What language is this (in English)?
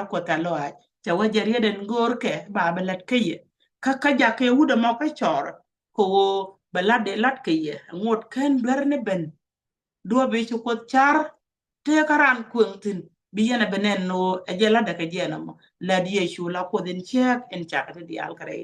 Nuer